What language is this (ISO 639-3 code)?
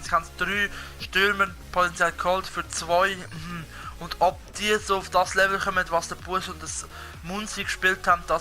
gsw